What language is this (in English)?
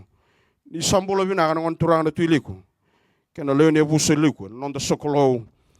Fijian